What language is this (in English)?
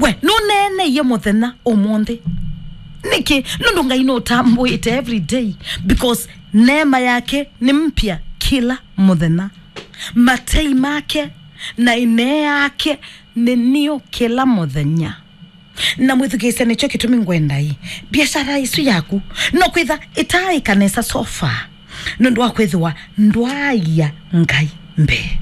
Kamba